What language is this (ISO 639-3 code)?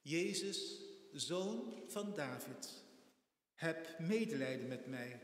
pap